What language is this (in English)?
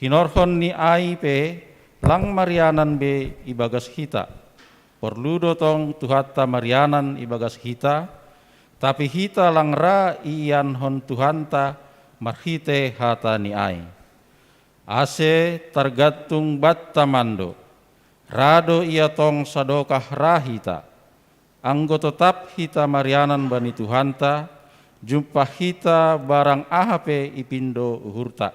Batak Simalungun